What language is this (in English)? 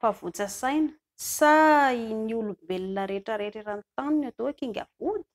Malagasy